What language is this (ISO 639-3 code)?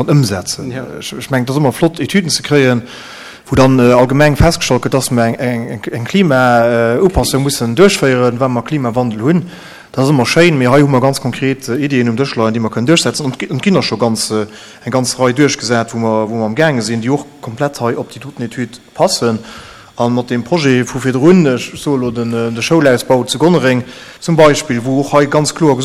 ltz